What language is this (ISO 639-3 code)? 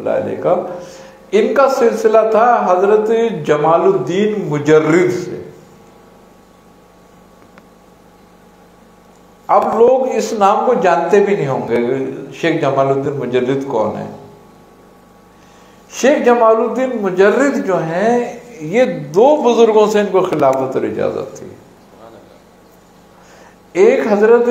urd